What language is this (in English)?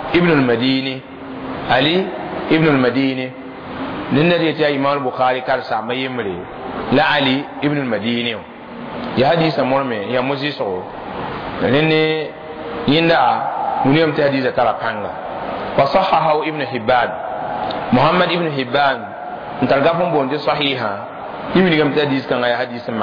Mossi